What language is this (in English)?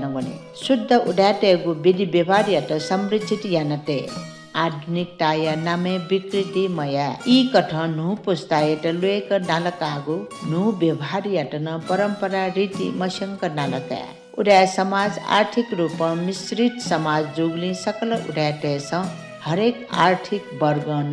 Newari